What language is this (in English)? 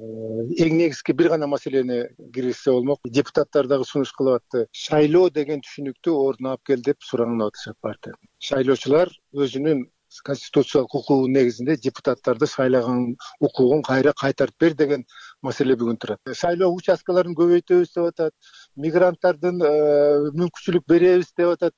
Kyrgyz